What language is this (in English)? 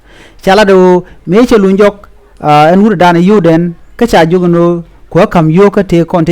Nuer